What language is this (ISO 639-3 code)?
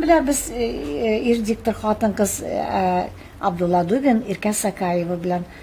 tat